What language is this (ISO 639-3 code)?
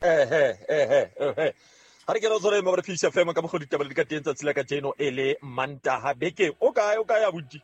sot